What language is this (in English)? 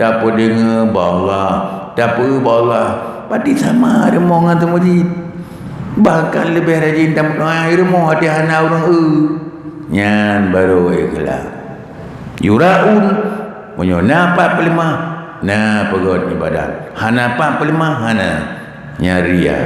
Achinese